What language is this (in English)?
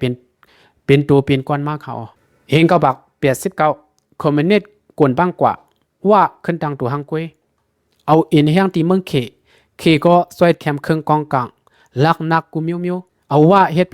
Shan